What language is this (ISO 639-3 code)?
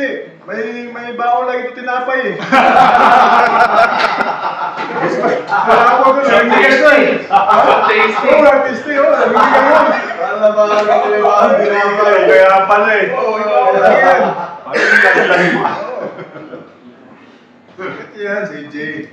fil